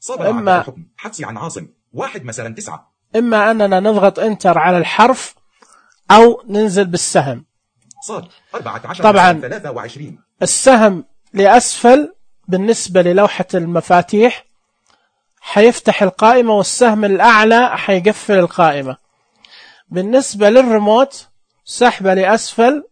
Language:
Najdi Arabic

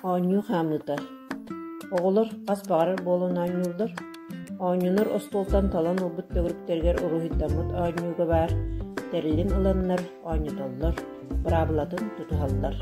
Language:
Yakut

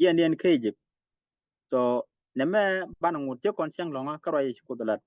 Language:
Nuer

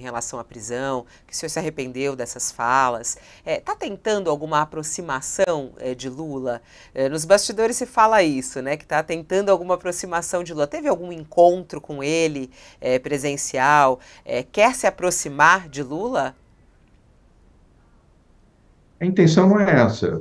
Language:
Portuguese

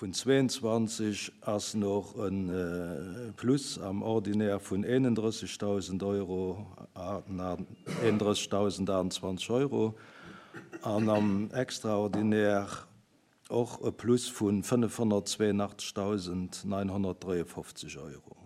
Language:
Luxembourgish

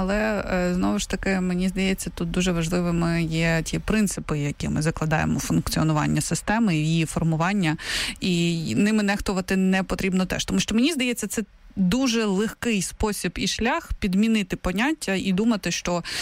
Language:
Ukrainian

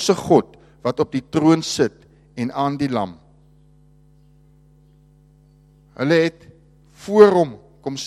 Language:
Afrikaans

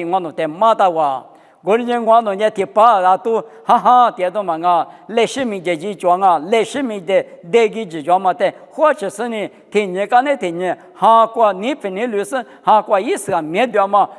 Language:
Lisu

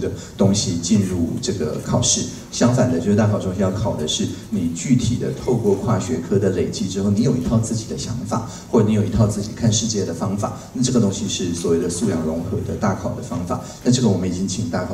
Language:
Chinese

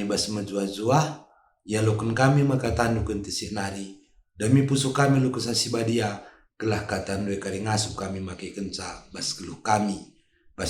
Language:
Batak Karo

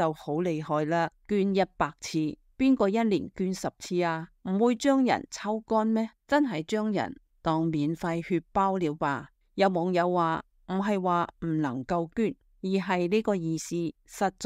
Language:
Cantonese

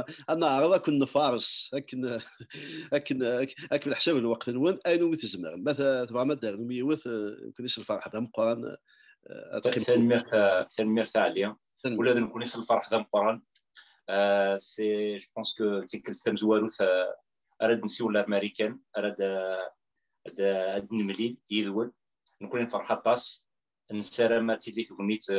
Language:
Kabyle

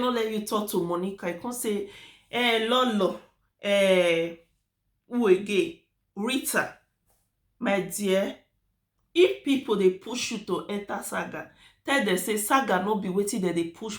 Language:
Nigerian Pidgin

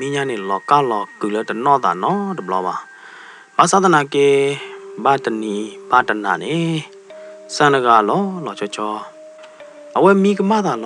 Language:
S'gaw Karen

